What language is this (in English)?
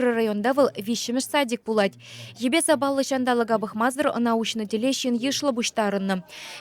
Chuvash